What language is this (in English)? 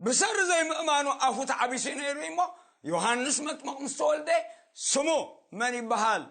Tigrinya